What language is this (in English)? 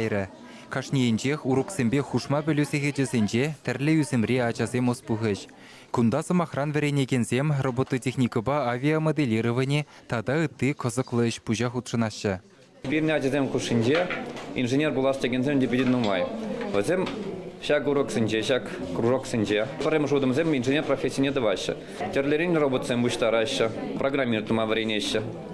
Chuvash